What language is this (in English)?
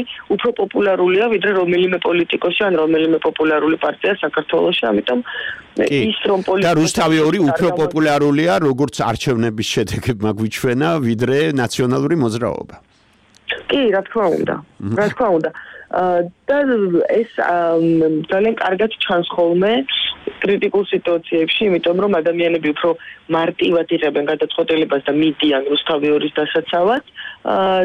Georgian